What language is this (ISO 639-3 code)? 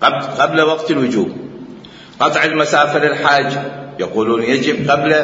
acm